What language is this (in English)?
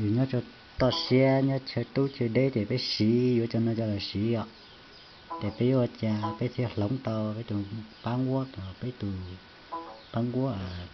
Hmong